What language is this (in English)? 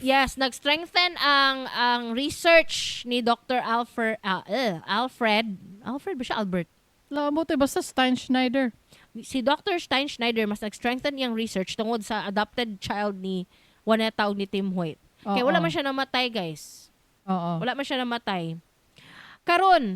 Cebuano